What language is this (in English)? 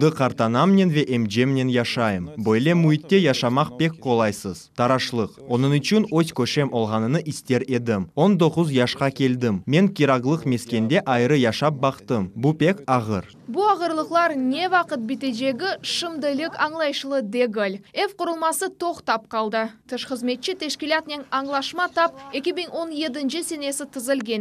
Crimean Tatar